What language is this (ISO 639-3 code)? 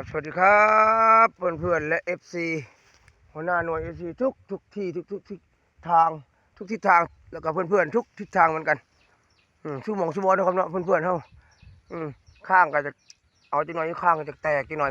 lao